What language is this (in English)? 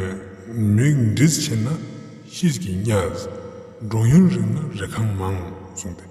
Ladakhi